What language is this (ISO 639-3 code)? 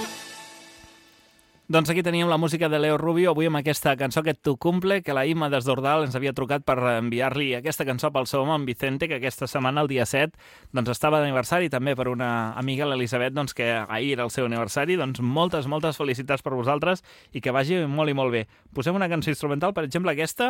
cat